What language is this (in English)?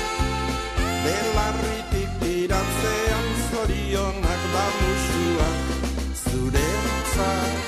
Basque